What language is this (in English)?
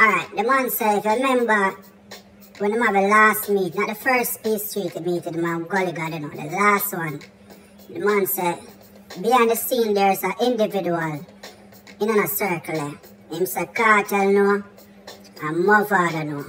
Jamaican Creole English